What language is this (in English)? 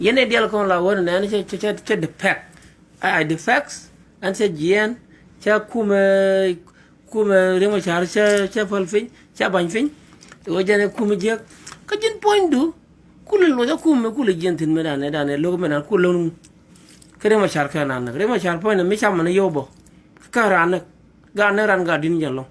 Nuer